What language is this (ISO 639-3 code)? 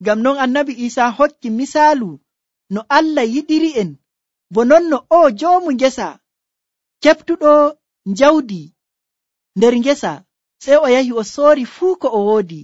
fuv